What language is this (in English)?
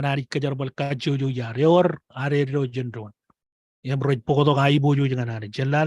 Marshallese